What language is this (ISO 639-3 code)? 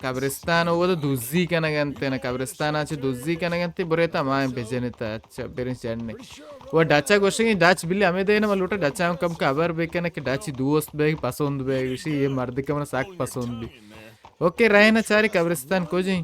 bal